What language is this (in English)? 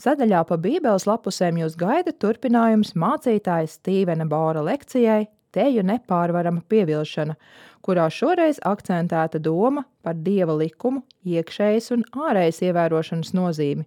Latvian